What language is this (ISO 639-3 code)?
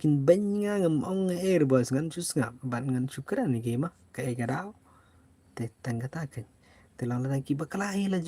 kha